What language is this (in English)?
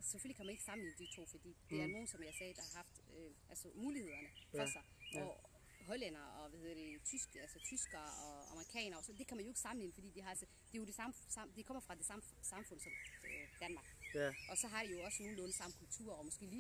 Danish